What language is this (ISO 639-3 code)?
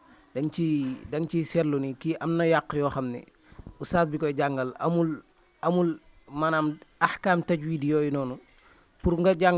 wol